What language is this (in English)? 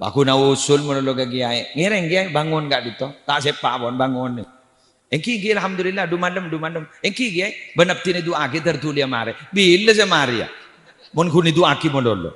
Madurese